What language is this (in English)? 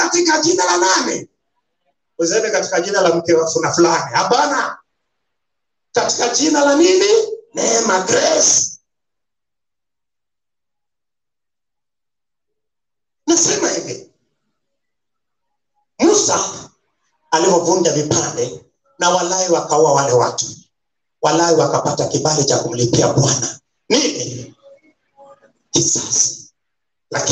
Swahili